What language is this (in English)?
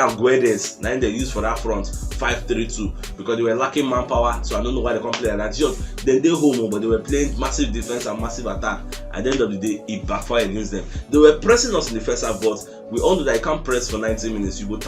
Nigerian Pidgin